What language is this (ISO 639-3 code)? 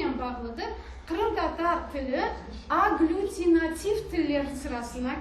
crh